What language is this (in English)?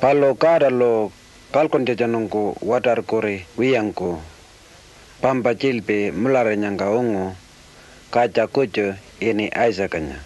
Pitjantjatjara